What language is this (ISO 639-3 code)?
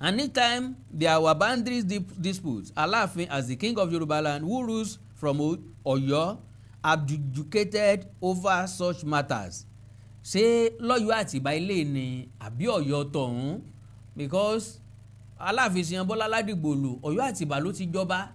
yor